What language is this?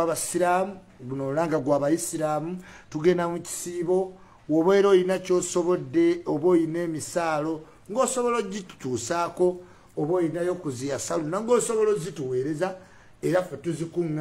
Ganda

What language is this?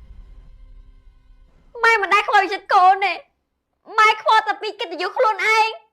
Khmer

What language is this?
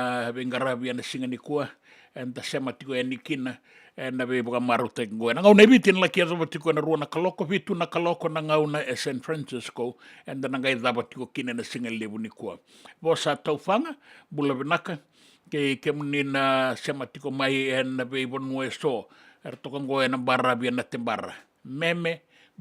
Fijian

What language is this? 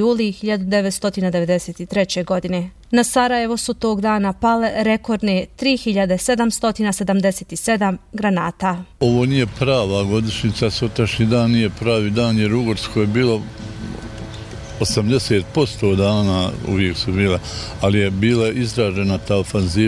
Bosnian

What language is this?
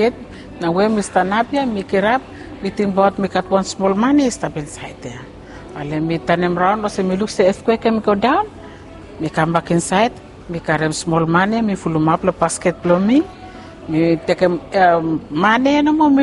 Bislama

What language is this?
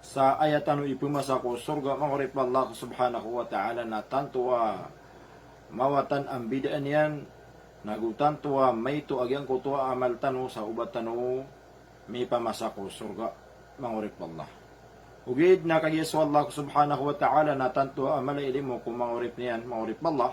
Maranao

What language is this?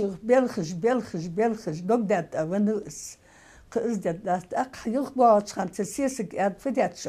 Ingush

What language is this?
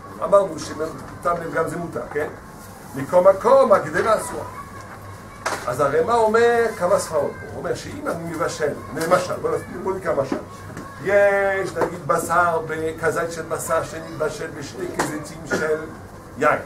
Hebrew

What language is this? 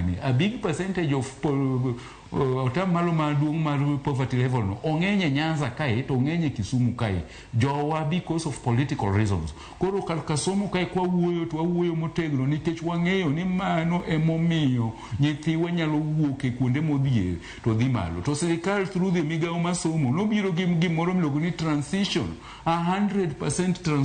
Luo (Kenya and Tanzania)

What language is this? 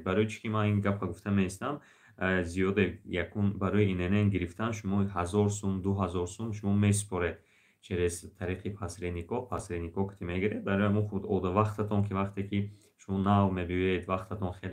Tajik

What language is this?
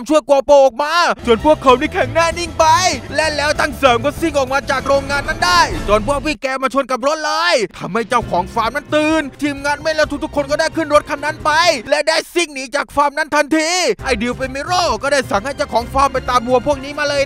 Thai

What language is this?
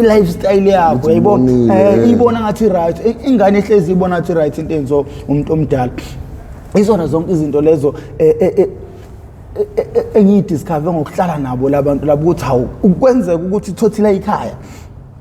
Zulu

